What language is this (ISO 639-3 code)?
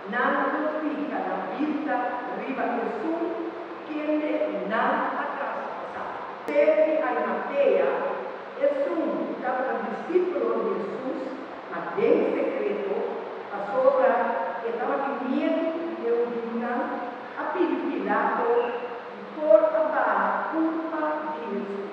pap